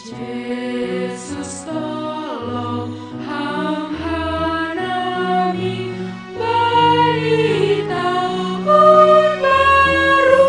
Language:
Batak Simalungun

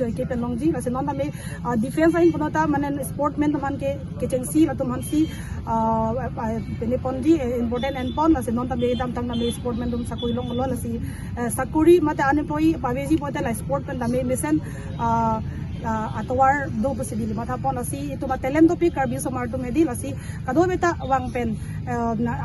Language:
Karbi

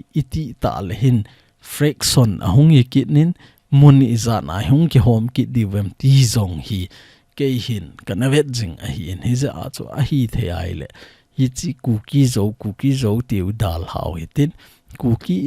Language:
Thado Chin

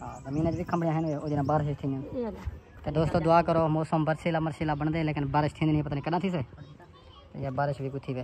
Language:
Saraiki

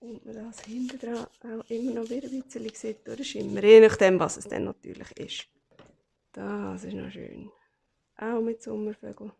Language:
Swiss German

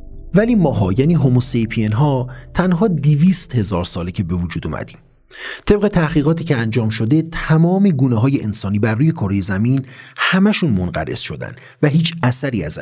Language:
Persian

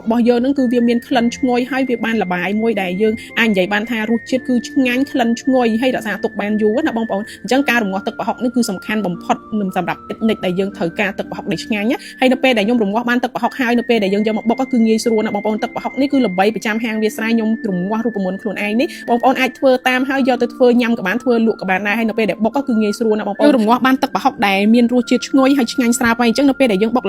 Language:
Khmer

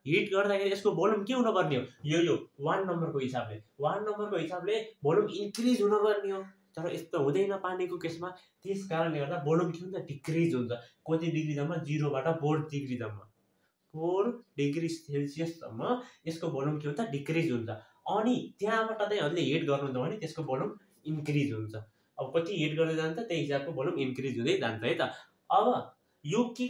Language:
Nepali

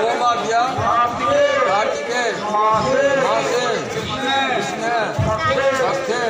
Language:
Maithili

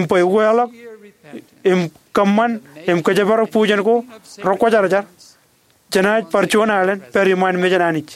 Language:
Marshallese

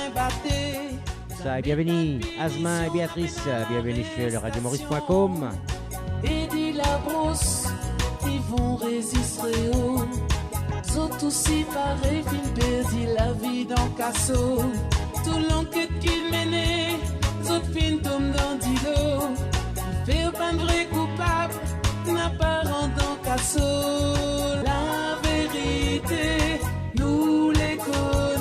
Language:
Morisyen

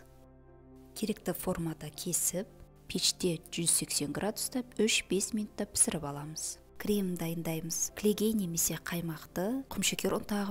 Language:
Kazakh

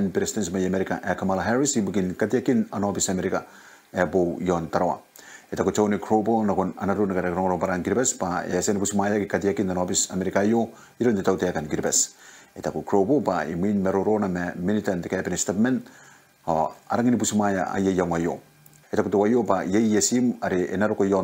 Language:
Gilbertese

